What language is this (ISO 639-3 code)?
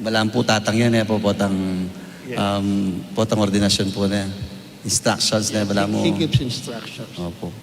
pam